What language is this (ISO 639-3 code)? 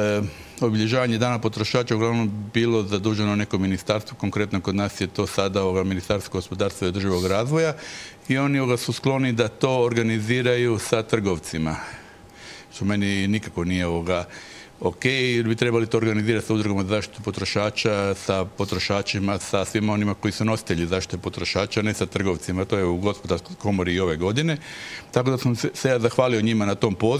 hrv